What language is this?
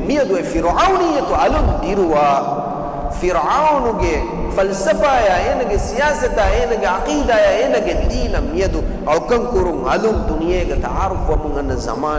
Divehi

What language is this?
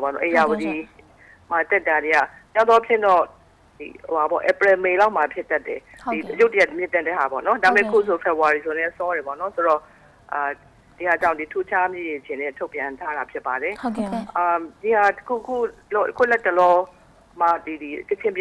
Burmese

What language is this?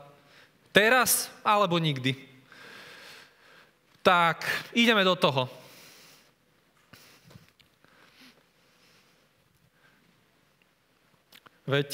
Slovak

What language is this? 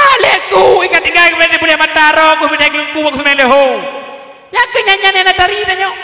Achinese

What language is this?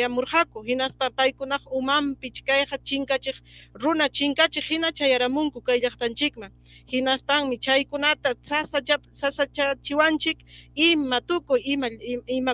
Ayacucho Quechua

